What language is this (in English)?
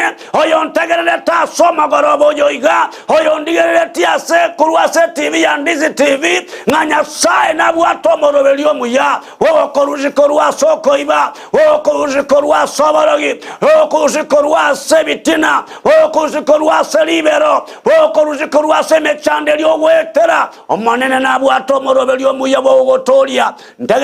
Gusii